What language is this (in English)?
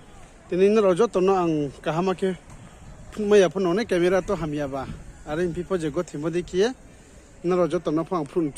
Riang (India)